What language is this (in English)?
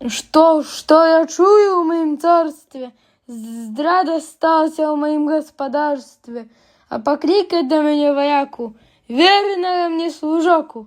Belarusian